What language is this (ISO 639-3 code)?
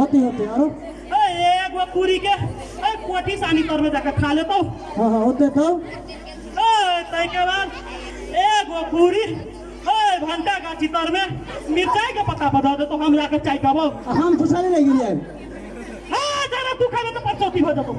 mai